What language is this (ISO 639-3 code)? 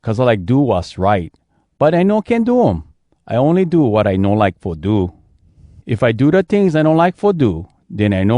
hwc